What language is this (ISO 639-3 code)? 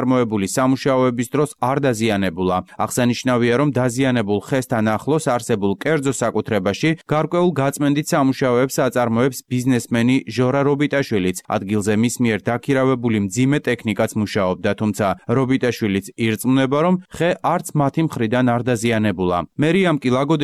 kat